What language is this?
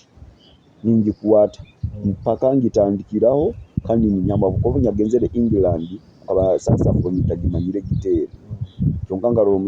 Nyoro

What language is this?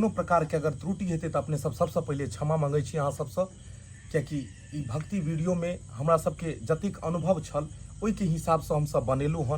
Maithili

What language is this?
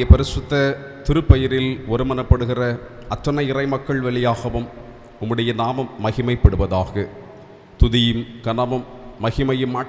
Tamil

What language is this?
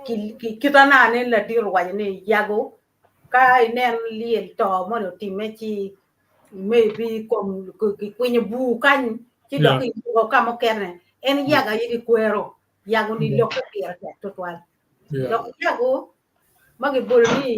Acoli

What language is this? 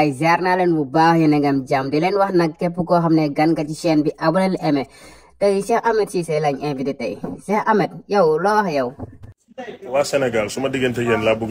Wolof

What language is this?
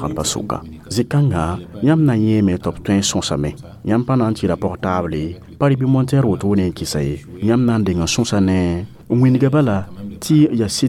Mossi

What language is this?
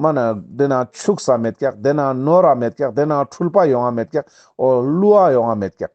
Ladakhi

